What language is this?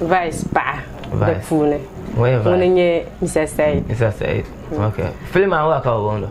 Dagbani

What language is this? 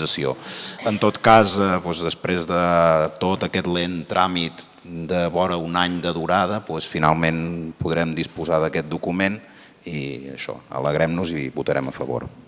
Catalan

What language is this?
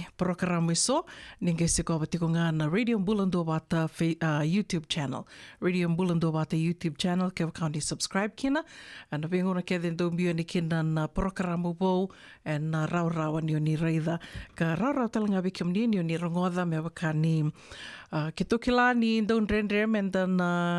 Fijian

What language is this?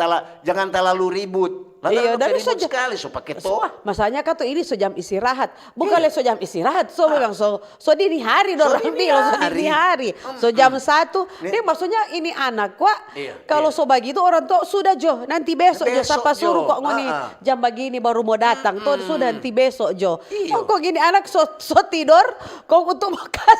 Manado Malay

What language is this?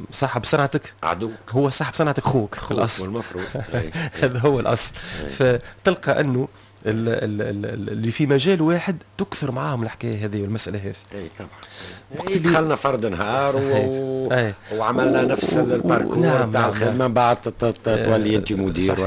Tunisian Arabic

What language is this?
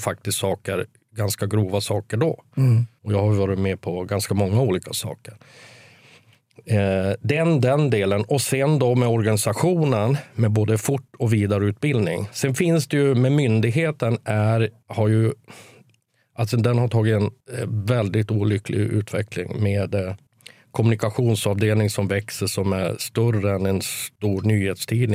Swedish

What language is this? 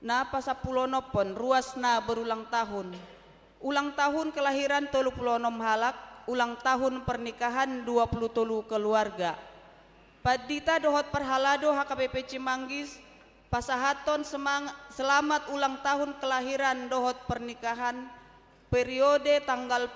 Batak Toba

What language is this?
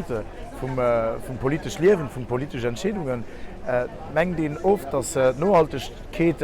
Luxembourgish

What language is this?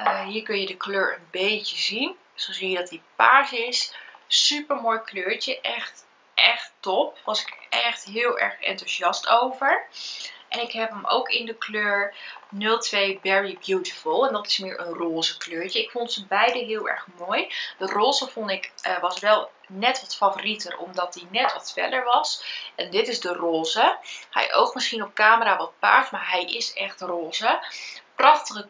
Dutch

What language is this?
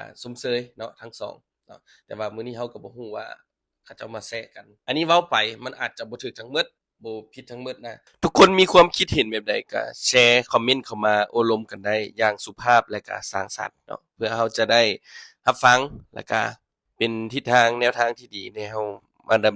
Lao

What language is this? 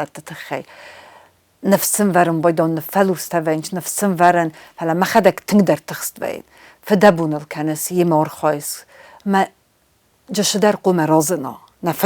Ossetic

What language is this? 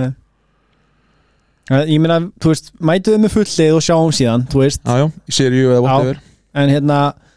Icelandic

